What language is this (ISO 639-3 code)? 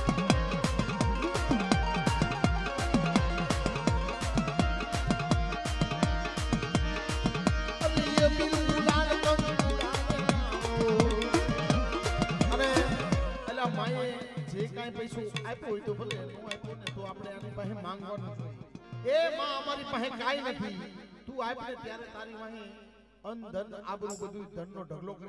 guj